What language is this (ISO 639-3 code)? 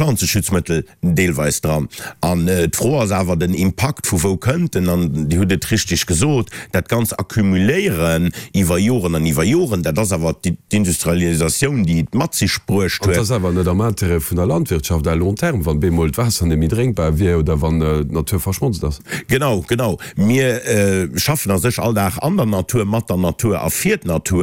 ltz